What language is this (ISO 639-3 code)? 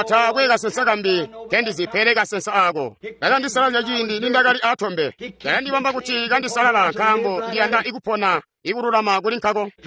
toi